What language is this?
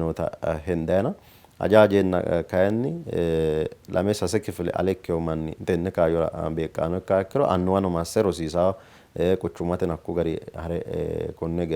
Sidamo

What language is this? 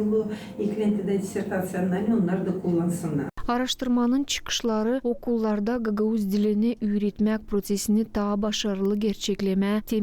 Gagauz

